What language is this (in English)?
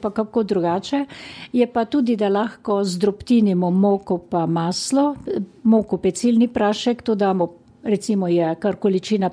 Slovenian